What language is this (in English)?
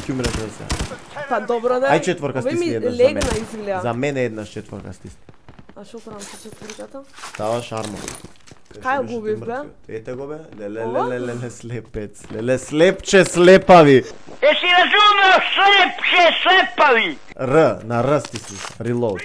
Macedonian